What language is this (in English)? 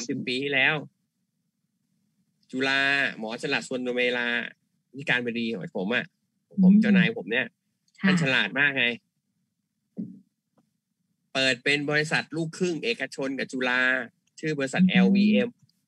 Thai